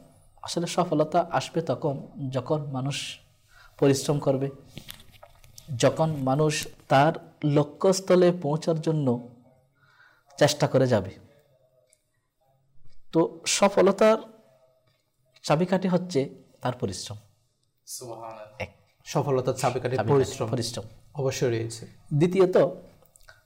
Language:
Bangla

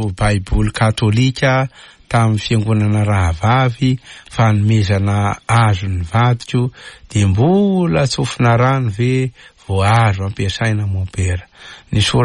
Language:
Malagasy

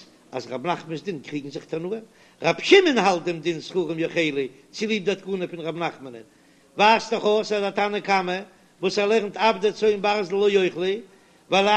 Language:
Yiddish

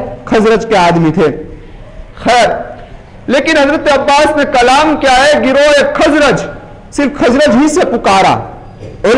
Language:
Urdu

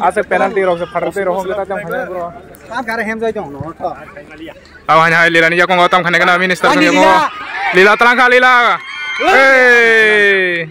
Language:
Kok Borok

